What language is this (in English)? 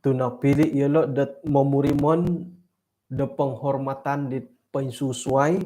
Central Dusun